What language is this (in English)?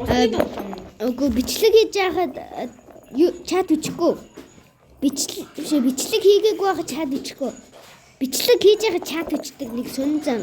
Mongolian